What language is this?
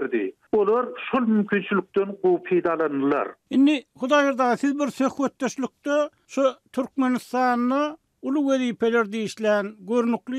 Turkmen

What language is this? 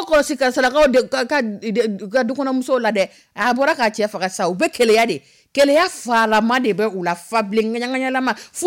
Dyula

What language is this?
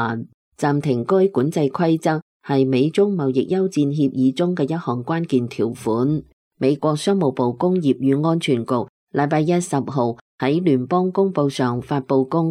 Cantonese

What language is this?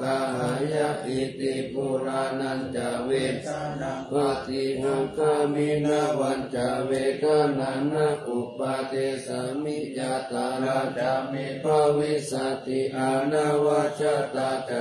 Pali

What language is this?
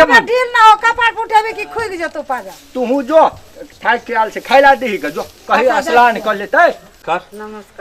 Maithili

